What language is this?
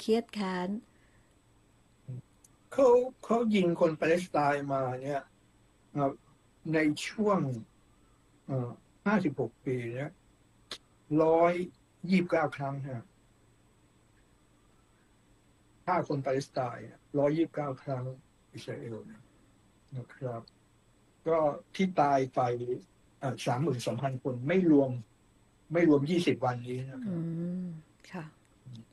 Thai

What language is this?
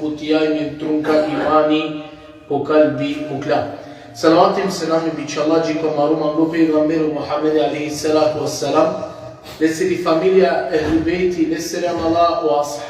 Balkan Romani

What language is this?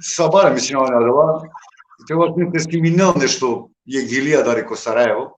Balkan Romani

